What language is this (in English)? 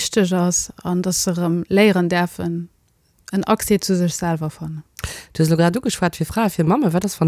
Luxembourgish